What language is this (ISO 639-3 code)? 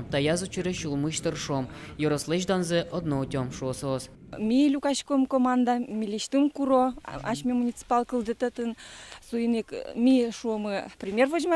udm